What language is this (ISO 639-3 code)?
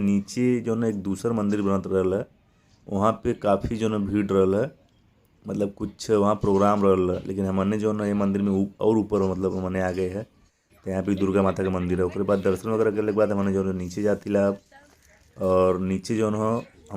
bho